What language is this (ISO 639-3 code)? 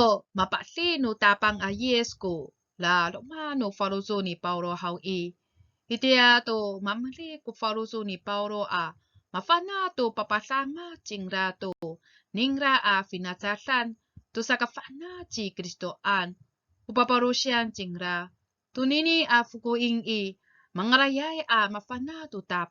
ami